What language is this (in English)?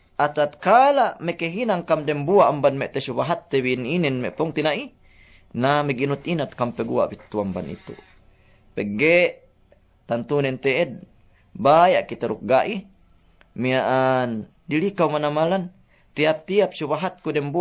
Yakan